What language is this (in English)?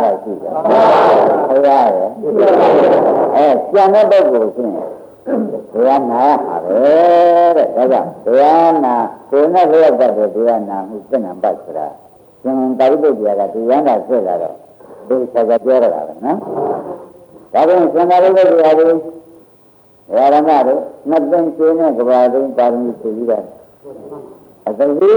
Burmese